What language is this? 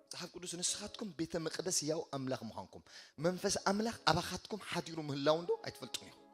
Tigrinya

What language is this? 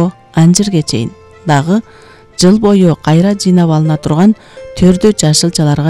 Kyrgyz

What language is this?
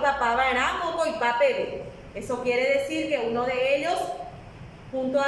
Guarani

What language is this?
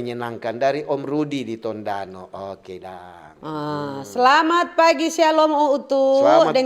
Manado Malay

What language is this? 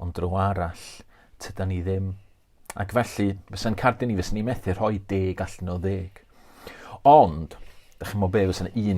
Welsh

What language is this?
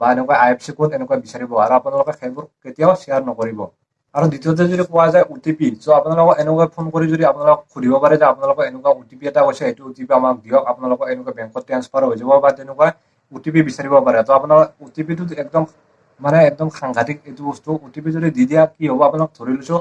Assamese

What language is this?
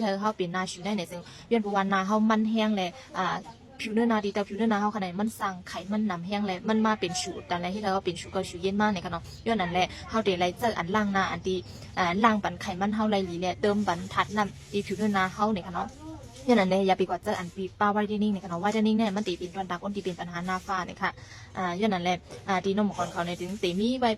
Shan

